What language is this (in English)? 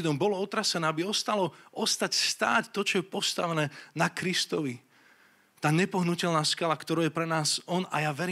Slovak